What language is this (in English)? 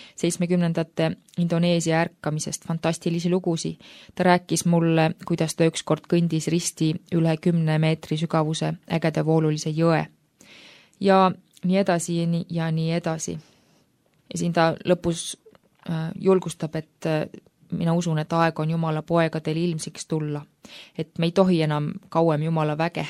Estonian